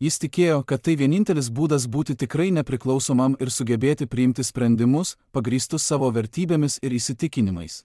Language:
Lithuanian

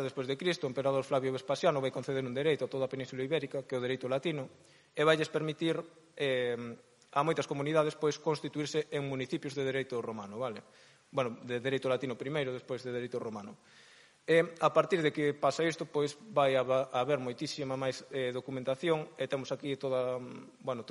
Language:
Galician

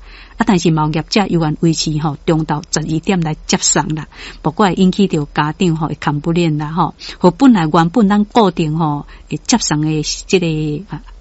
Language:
Min Nan Chinese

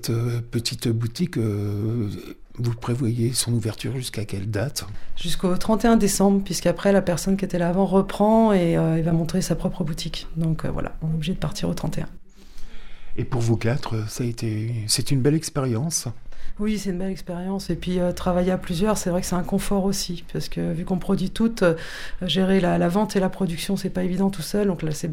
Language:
French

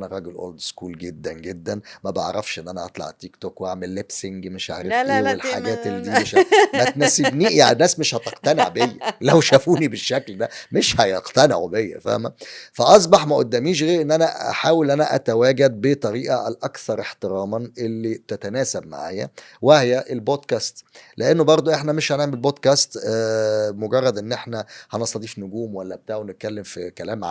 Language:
Egyptian Arabic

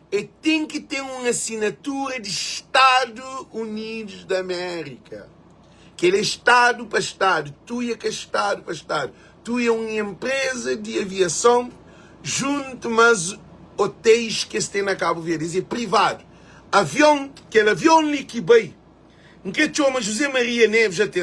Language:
Kabuverdianu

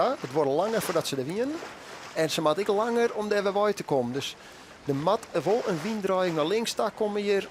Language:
Western Frisian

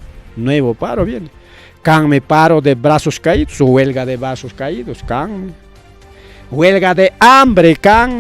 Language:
Ayacucho Quechua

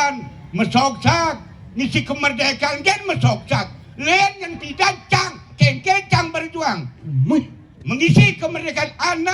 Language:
Balinese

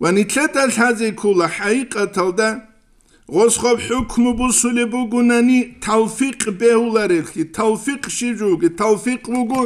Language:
Avaric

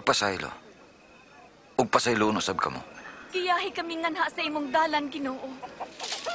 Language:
Cebuano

